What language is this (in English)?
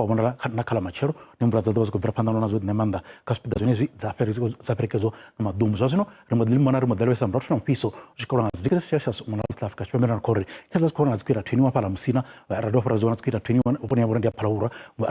Venda